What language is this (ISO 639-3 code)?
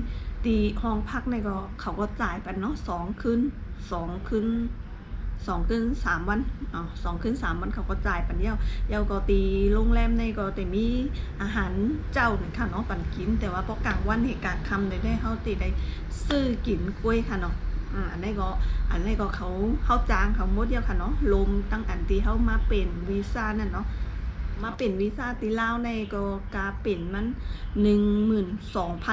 shn